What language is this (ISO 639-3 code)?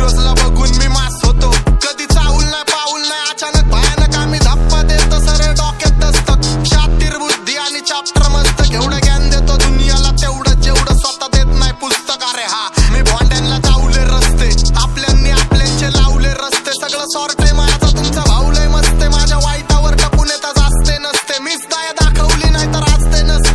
mar